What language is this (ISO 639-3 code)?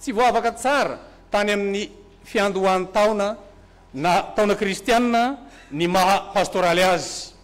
mlg